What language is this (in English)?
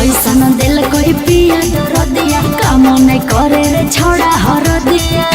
Magahi